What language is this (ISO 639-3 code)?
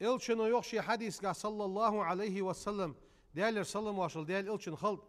inh